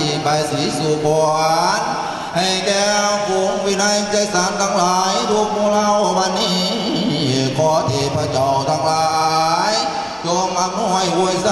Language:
Northeastern Thai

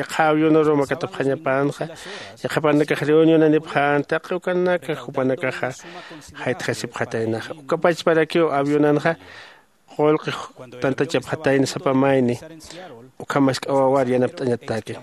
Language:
Aymara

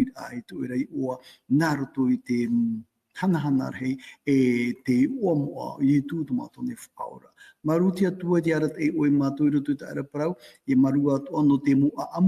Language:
Tahitian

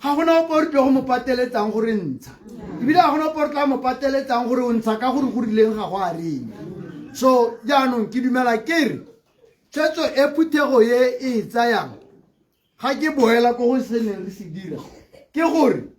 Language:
Tswana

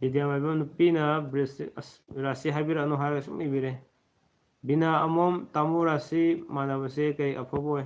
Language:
Manipuri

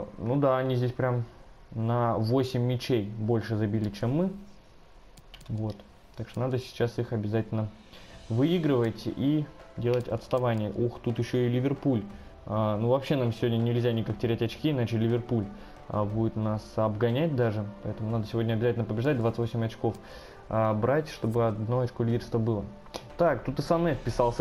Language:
Russian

